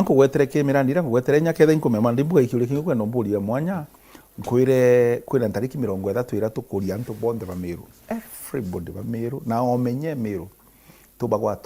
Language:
Meru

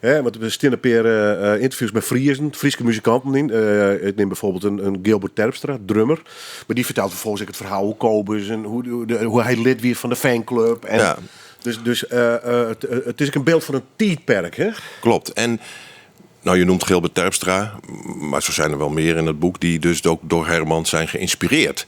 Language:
Western Frisian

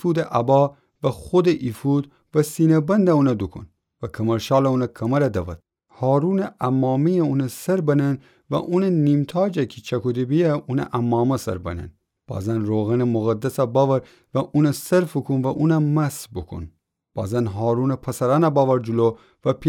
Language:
Gilaki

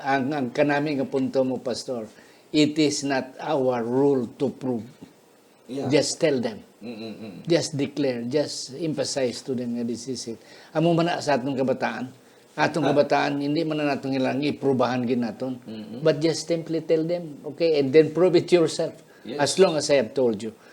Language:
Hiligaynon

